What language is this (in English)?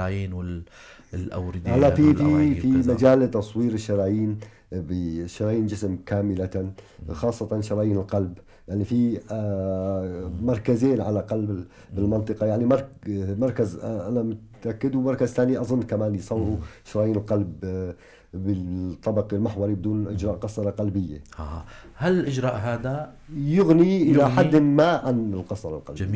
North Levantine Arabic